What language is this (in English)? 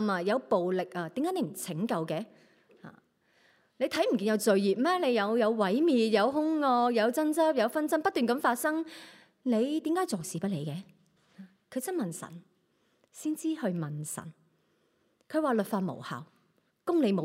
Cantonese